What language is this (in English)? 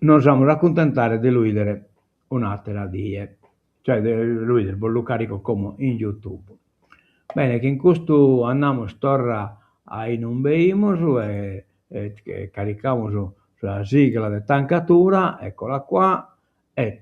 Sardinian